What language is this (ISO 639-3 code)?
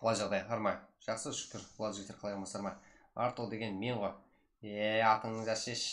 kaa